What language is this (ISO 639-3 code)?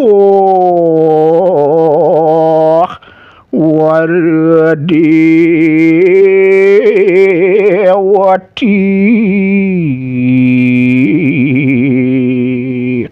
ban